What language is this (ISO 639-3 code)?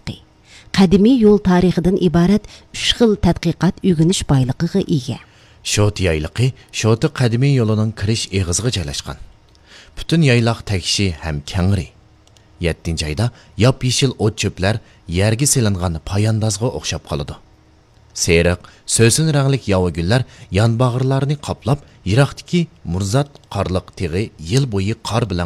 uig